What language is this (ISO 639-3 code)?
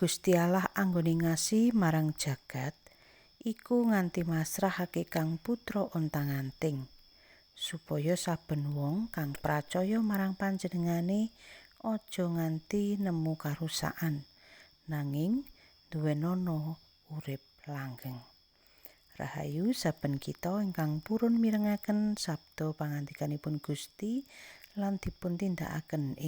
jav